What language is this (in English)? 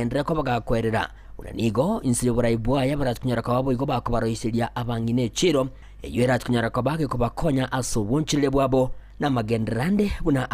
Gusii